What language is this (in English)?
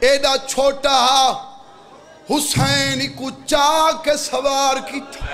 Saraiki